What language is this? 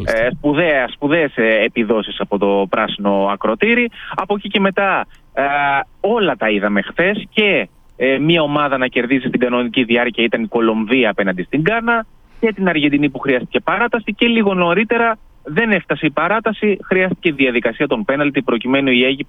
Greek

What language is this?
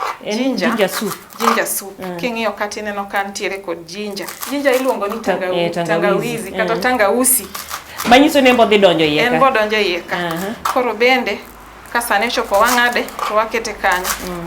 Luo (Kenya and Tanzania)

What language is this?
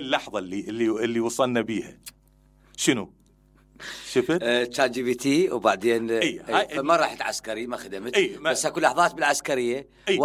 Mesopotamian Arabic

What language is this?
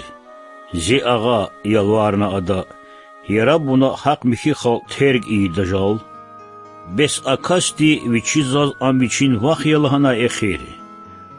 Lezghian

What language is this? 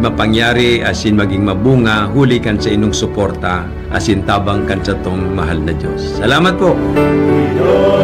Bikol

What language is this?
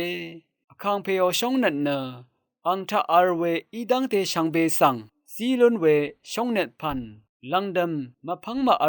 Rawang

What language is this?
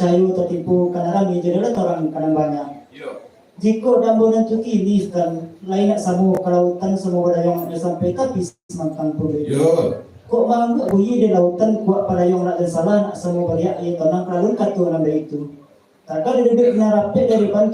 Minangkabau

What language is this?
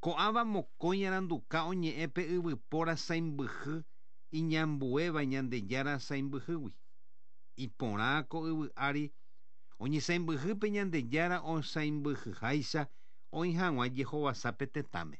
Guarani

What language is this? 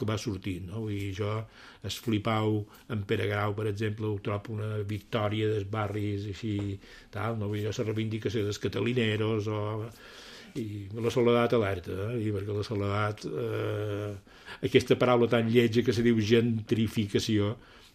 Catalan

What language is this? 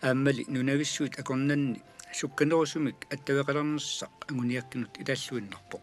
Kalaallisut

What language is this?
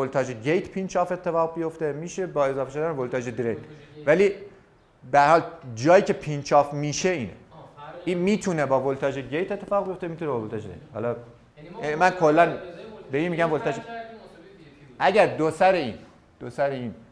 Persian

